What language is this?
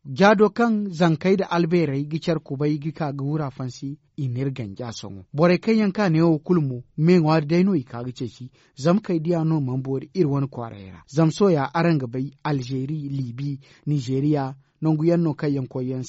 Zarma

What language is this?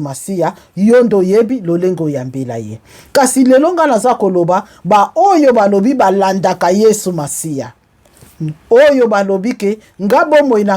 Lingala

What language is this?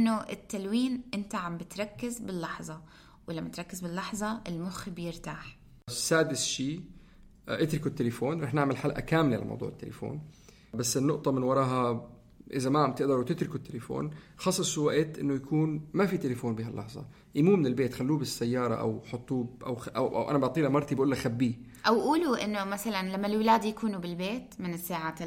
North Levantine Arabic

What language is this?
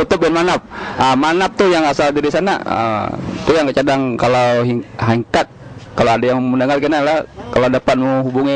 Banjar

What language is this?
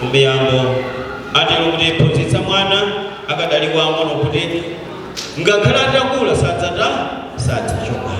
Nyanja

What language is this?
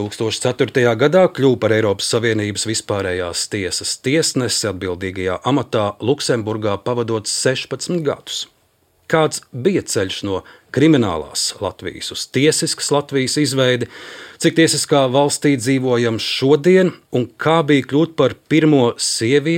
Latvian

